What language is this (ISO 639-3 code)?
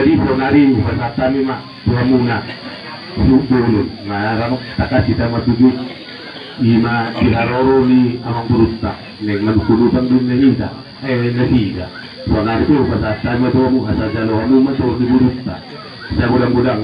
bbc